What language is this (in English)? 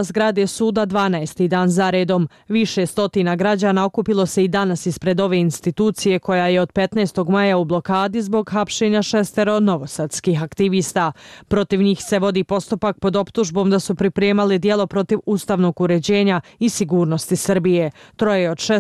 Bosnian